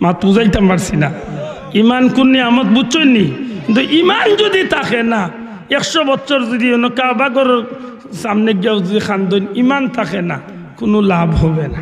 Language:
Sylheti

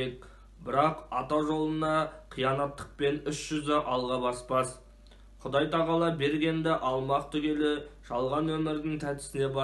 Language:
Kazakh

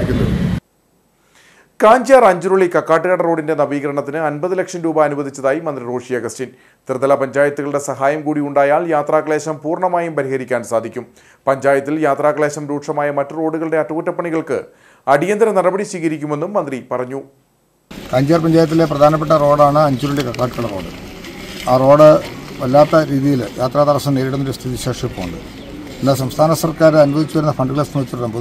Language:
Malayalam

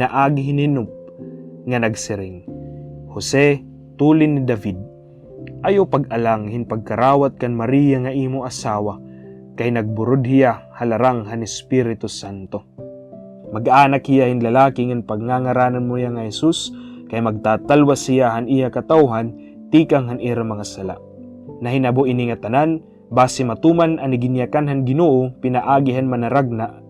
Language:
Waray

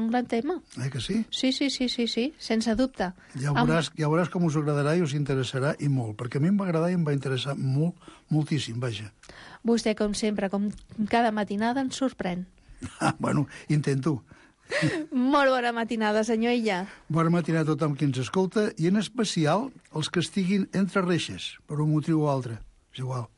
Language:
Catalan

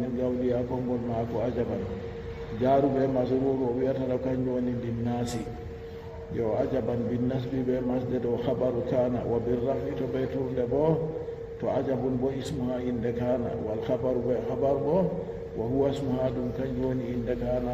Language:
Fula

